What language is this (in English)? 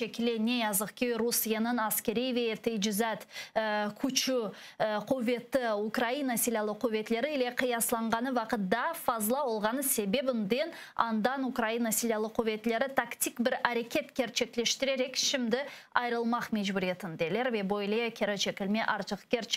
Crimean Tatar